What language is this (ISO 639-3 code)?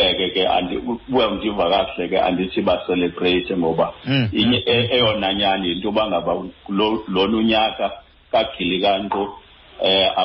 xho